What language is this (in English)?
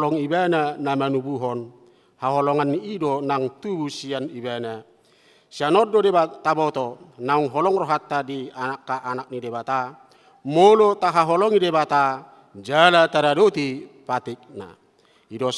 Batak Toba